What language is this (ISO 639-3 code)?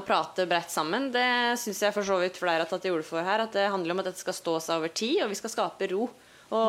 nor